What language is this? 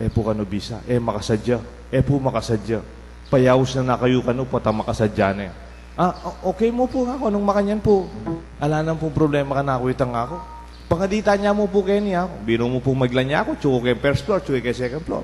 Pampanga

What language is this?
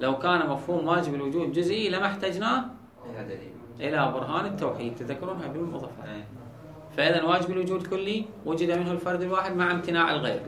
Mesopotamian Arabic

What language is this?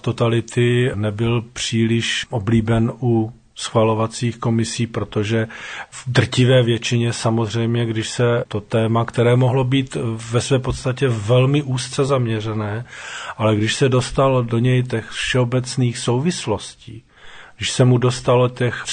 Czech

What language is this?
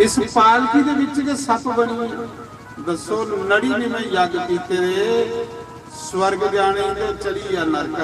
Dogri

